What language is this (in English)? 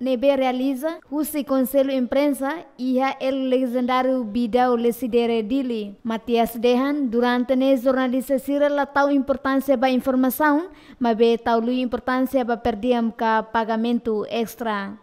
Tetum